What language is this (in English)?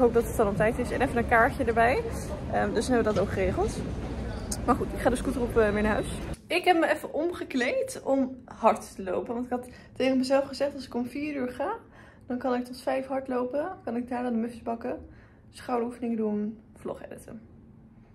Dutch